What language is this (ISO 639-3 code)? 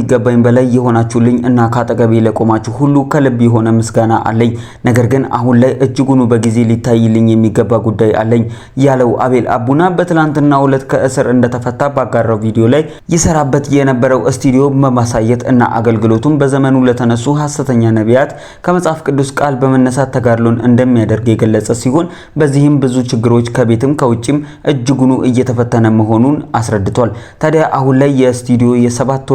amh